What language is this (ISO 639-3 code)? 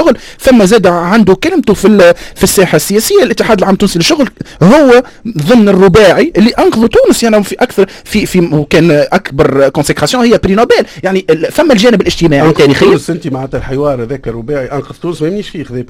aeb